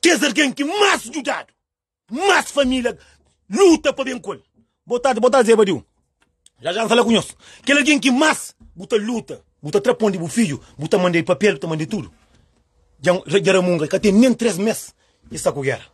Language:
Kabuverdianu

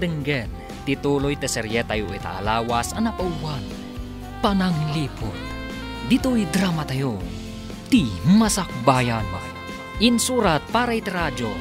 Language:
Iloko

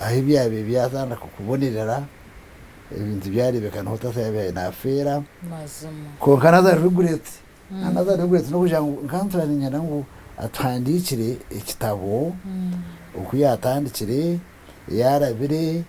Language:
Nyankole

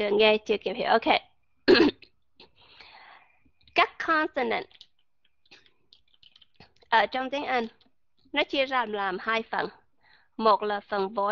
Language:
Vietnamese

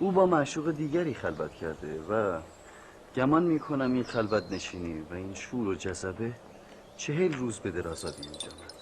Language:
Tajik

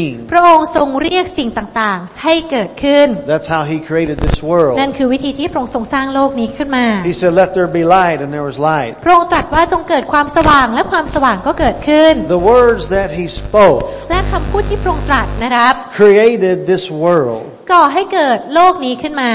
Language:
Thai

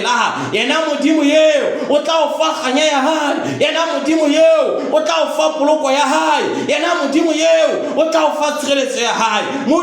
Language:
Southern Sotho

